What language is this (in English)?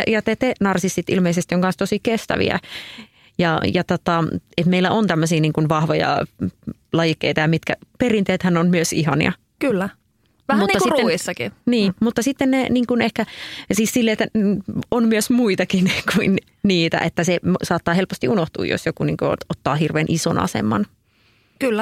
Finnish